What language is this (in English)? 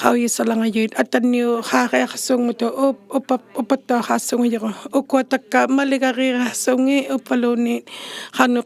Inuktitut